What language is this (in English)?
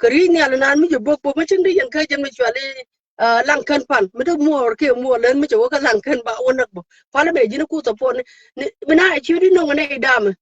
Nuer